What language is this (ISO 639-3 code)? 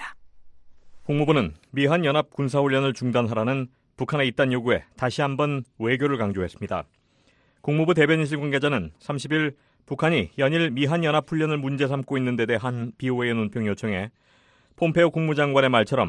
kor